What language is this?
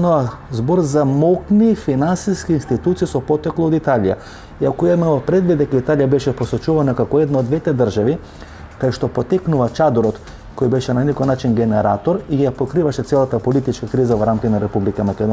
Macedonian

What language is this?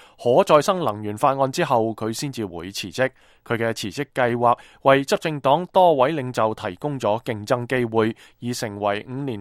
Cantonese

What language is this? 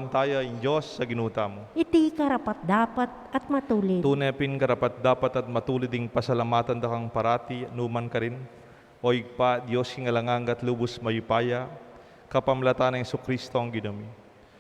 Pampanga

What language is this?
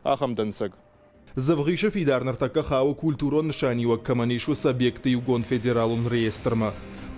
Ossetic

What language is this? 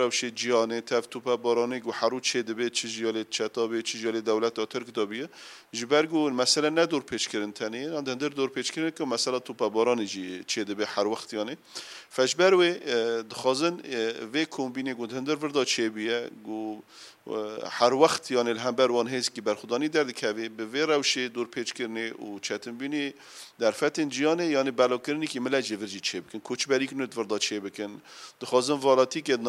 Kurdish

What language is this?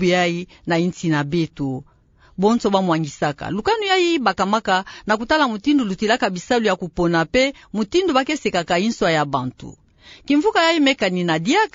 Kituba (Democratic Republic of Congo)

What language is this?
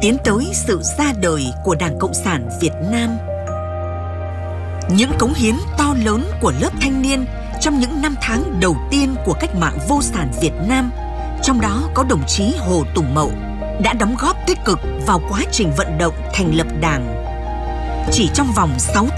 Vietnamese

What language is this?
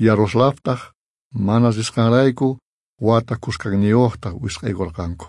South Bolivian Quechua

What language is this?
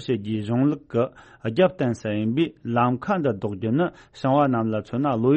Tibetan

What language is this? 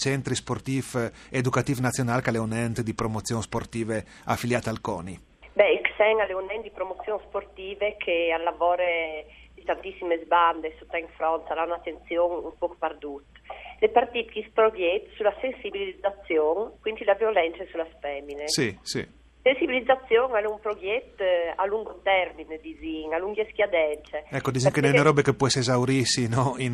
Friulian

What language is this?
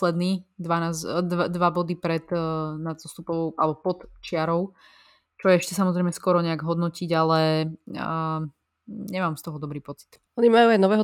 Slovak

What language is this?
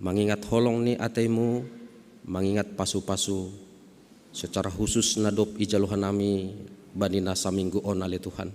Batak Simalungun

